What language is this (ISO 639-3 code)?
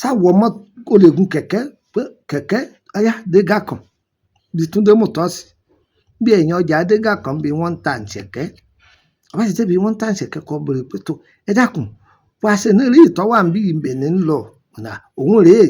yor